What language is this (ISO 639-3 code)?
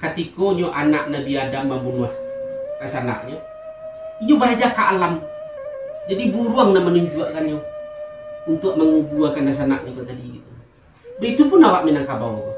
min